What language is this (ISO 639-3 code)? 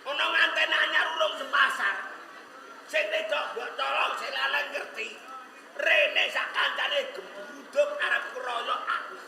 jav